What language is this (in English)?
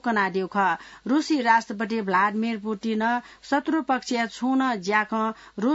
Newari